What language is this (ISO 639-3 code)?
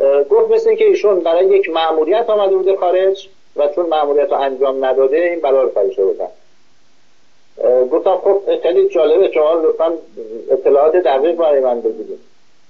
fas